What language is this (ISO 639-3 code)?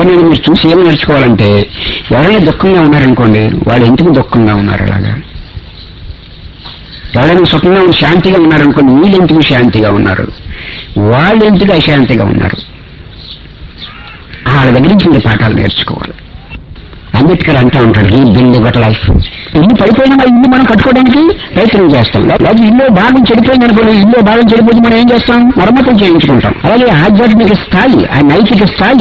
tel